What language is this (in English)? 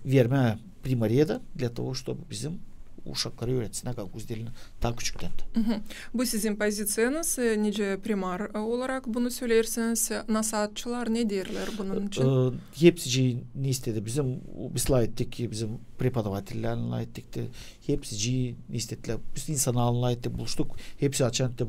Gagauz